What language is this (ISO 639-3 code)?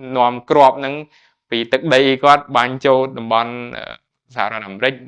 khm